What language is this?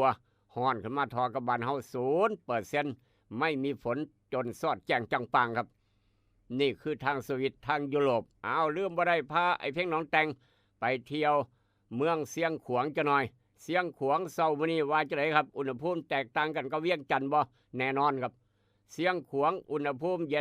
Northeastern Thai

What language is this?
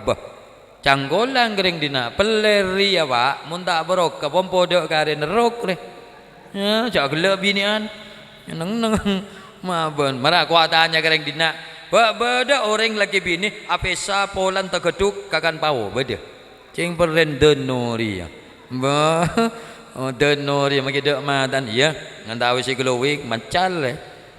Madurese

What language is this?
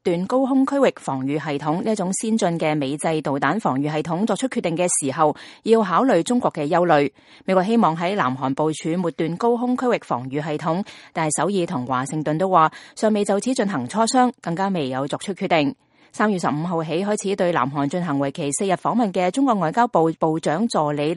Cantonese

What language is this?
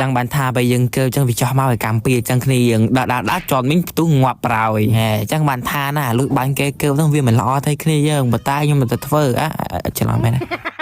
Khmer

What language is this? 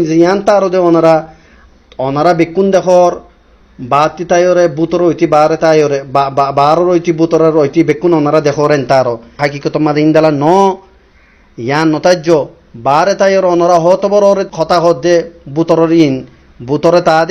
Rohingya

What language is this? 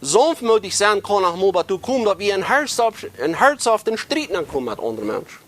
Plautdietsch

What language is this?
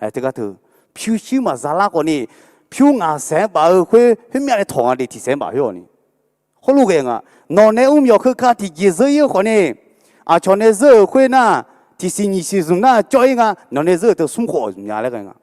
Akha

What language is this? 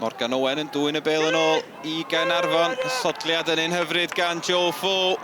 Welsh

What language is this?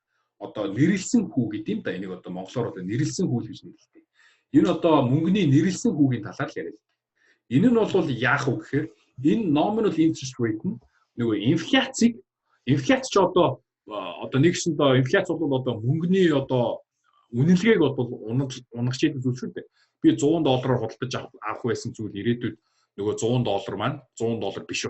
Mongolian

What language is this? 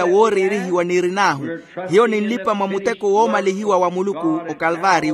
Makhuwa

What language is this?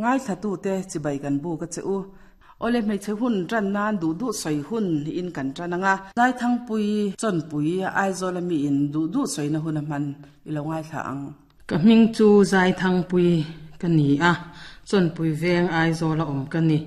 Mizo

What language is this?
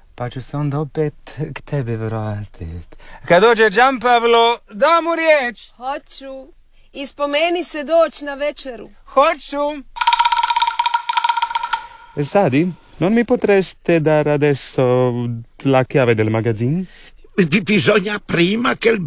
Croatian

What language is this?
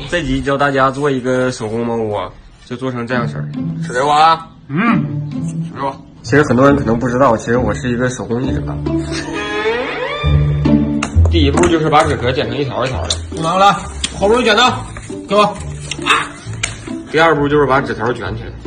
Chinese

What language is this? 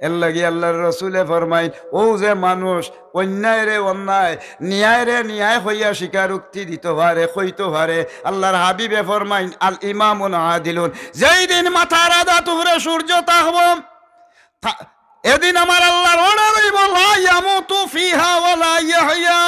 Sylheti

